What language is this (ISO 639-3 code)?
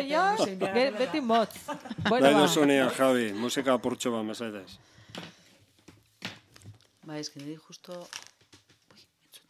eus